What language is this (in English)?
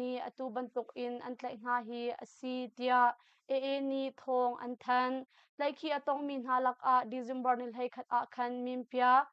Hakha Chin